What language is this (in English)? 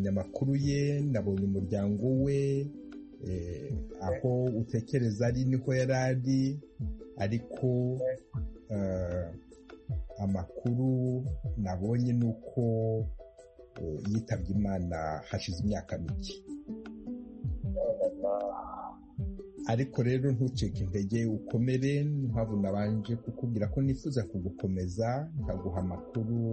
Kinyarwanda